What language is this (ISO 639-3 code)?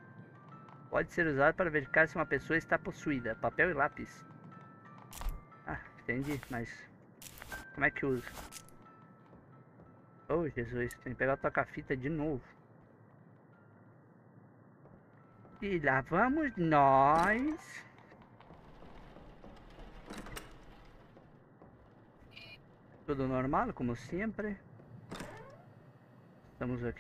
por